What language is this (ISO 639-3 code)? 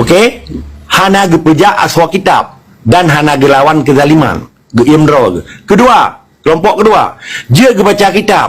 ace